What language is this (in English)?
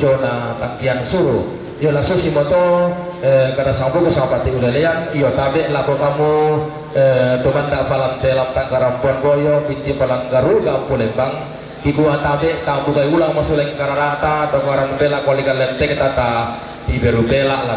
Toraja-Sa'dan